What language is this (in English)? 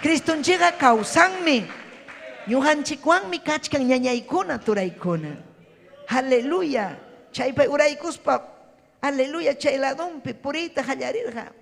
Ayacucho Quechua